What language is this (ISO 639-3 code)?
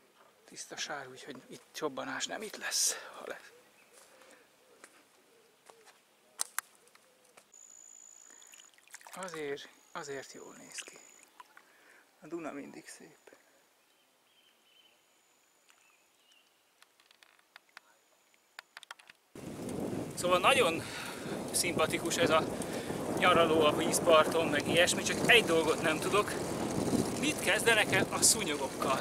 hun